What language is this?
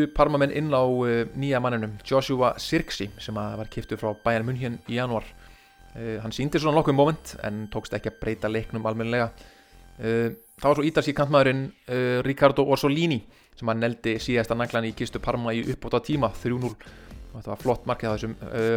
Icelandic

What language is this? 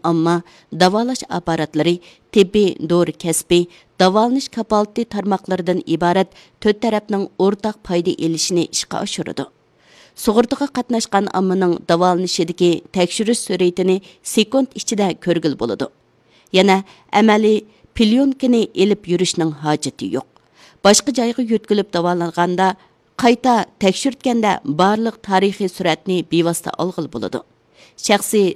Uyghur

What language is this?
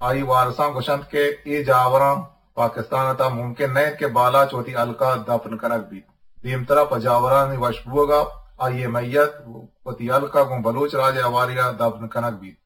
Eastern Balochi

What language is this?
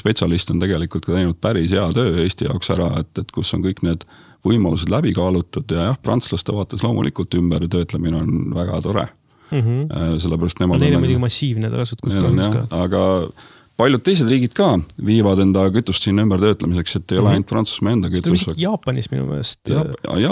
Estonian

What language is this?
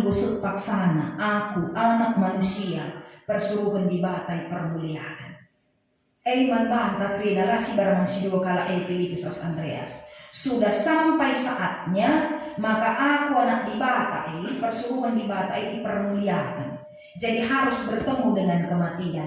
Batak Karo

